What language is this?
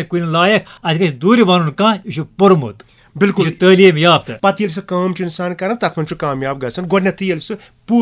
Kashmiri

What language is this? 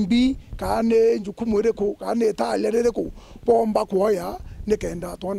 Meru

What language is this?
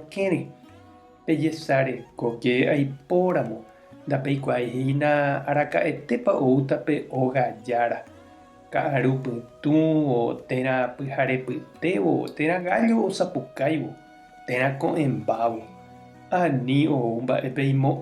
Guarani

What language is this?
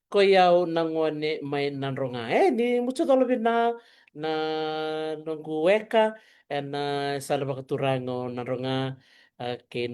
Fijian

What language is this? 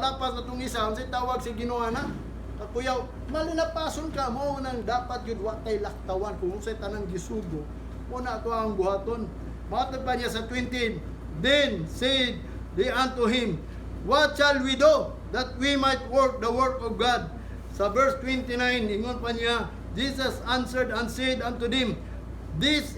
Cebuano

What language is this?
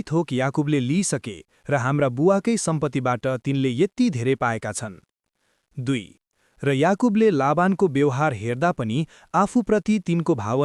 Nepali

